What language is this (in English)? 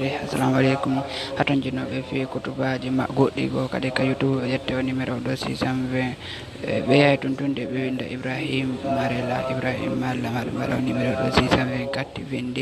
Pular